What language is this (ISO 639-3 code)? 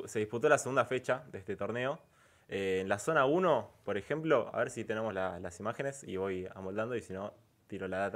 spa